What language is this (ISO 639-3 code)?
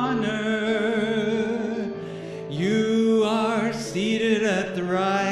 eng